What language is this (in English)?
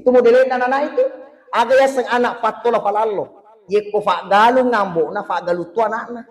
Buginese